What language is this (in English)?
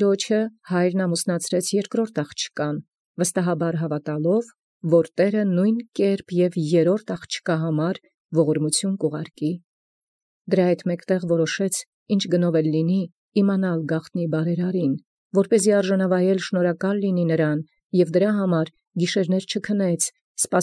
Armenian